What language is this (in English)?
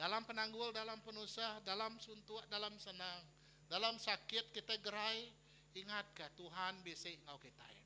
Iban